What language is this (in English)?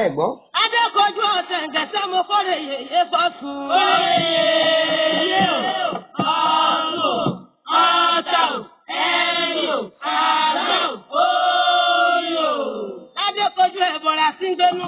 Yoruba